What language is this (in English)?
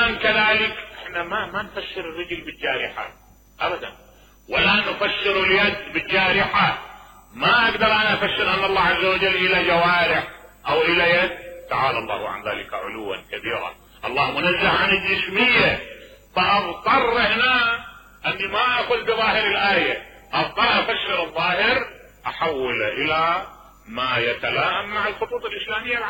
Mesopotamian Arabic